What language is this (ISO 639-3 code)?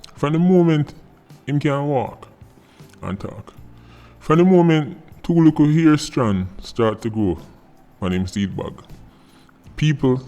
jam